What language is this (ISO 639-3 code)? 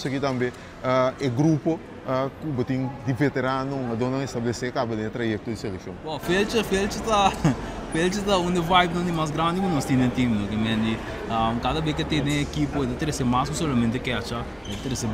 pap